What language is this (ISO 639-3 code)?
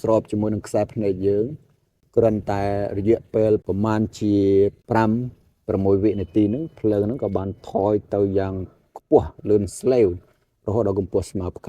khm